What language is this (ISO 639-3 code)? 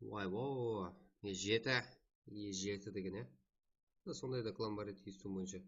kaa